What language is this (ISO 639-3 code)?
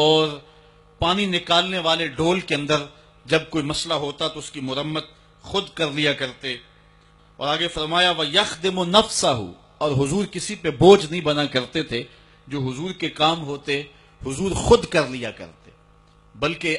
urd